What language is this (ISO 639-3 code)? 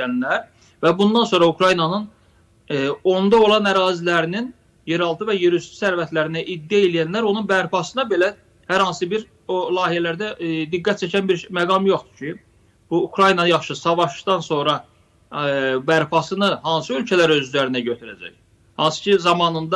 aze